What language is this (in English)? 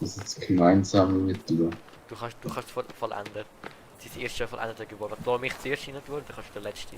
Swiss German